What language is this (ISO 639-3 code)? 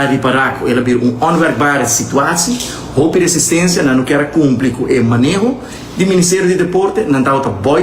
pap